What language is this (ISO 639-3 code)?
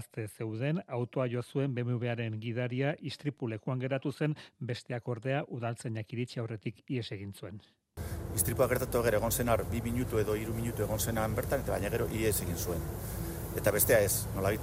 eus